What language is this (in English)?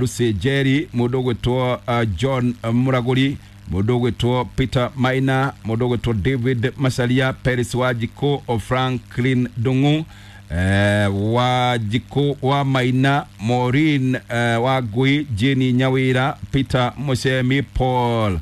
Kikuyu